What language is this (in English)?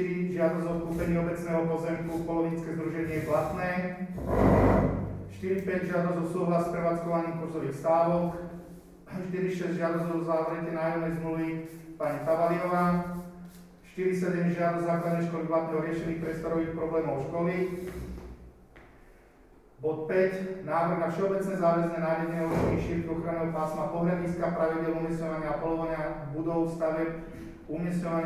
Slovak